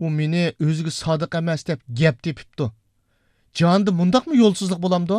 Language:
Uyghur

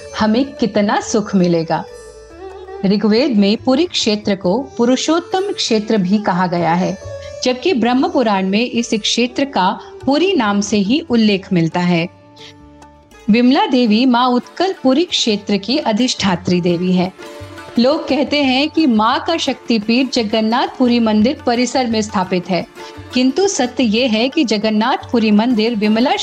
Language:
Hindi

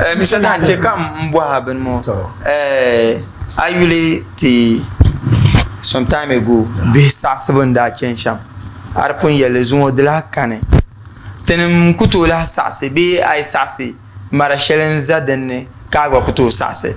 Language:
Dagbani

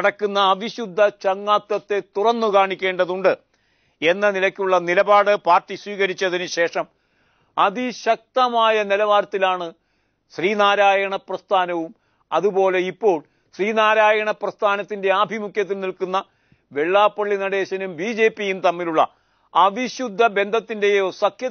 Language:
Malayalam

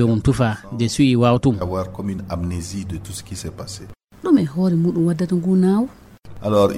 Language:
Fula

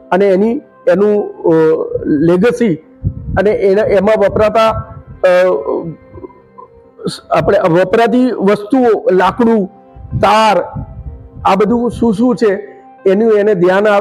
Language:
Gujarati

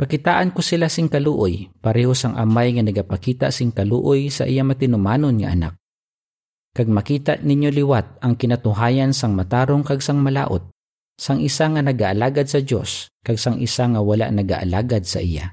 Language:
Hiligaynon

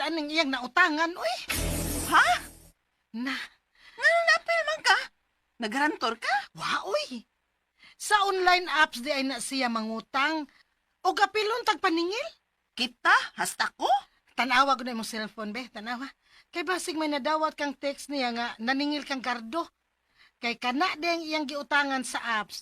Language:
Cebuano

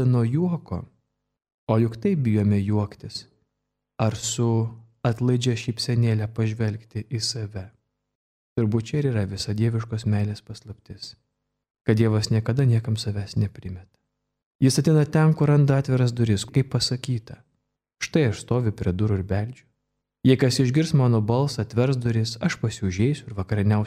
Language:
Lithuanian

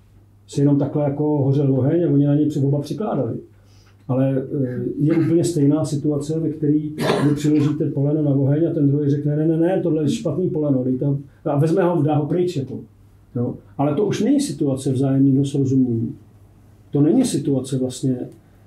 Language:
Czech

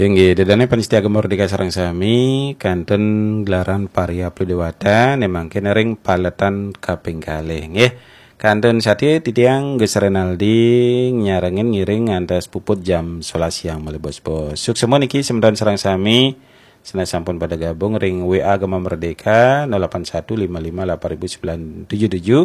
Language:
Balinese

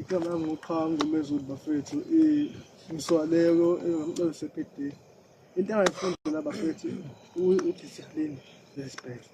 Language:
Zulu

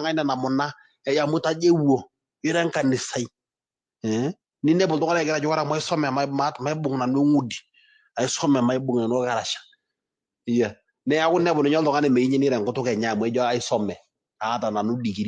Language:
Masai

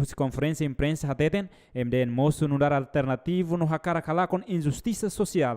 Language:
Tetum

